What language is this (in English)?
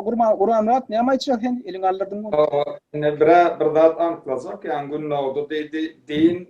Turkmen